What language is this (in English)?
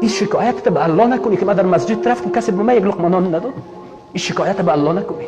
Persian